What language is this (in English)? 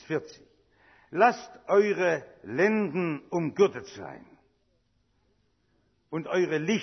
German